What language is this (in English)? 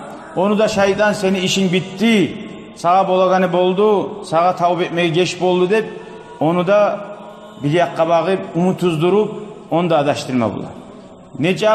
Kumyk